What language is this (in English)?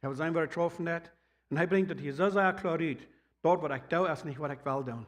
Plautdietsch